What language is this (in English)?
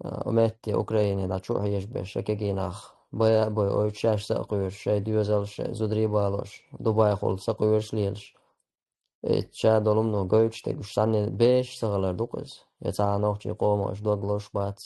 Chechen